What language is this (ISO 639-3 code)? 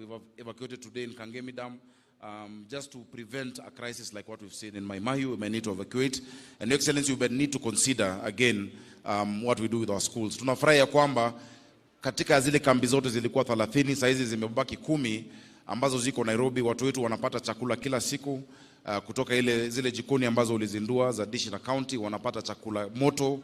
guz